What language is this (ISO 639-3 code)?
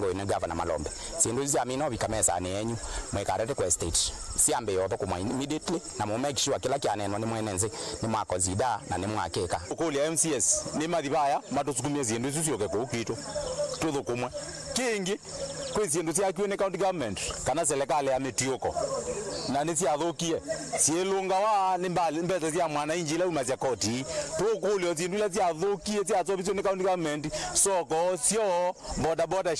kam